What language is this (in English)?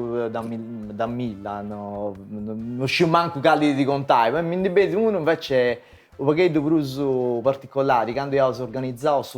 Sardinian